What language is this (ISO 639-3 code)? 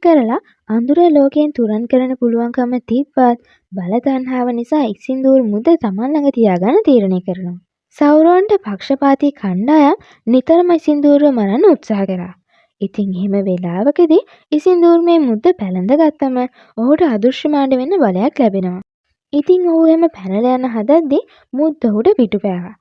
sin